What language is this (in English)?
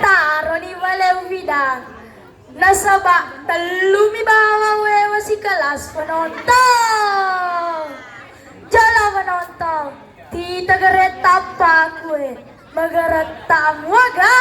Buginese